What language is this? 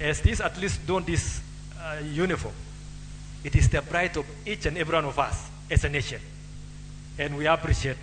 Luo (Kenya and Tanzania)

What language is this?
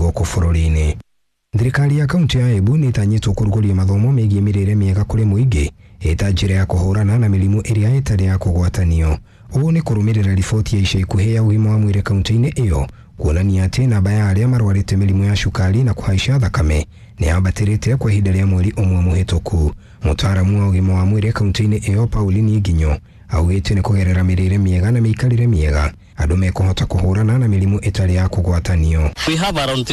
Kikuyu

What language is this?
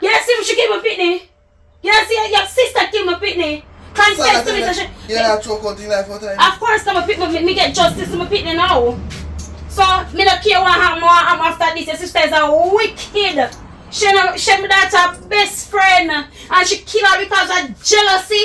Jamaican Creole English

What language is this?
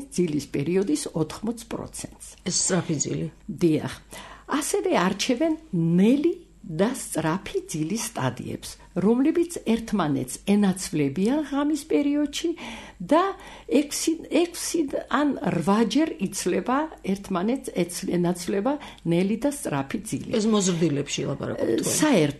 Georgian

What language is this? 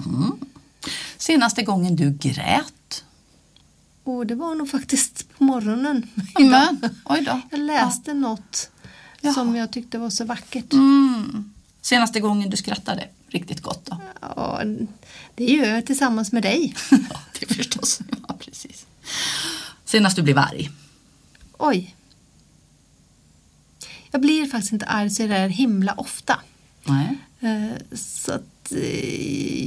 Swedish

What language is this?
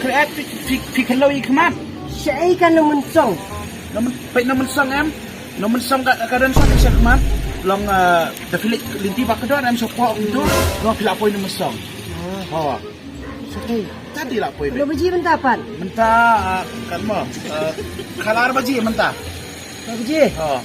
Khasi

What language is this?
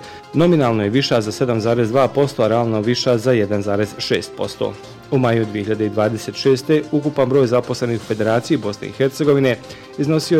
Bosnian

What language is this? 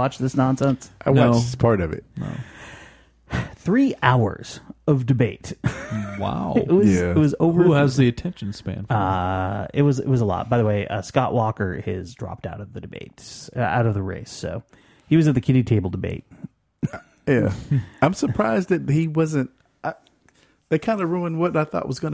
English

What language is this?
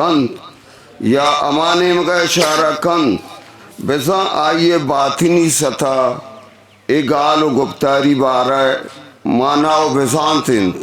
Eastern Balochi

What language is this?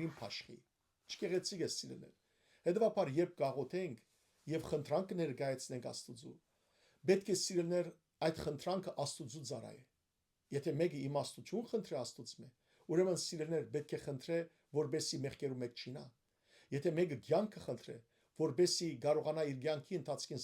Western Armenian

